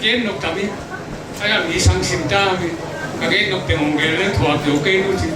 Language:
Tedim Chin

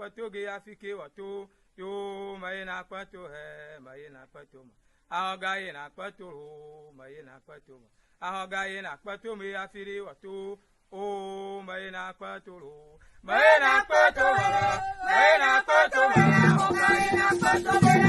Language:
Ewe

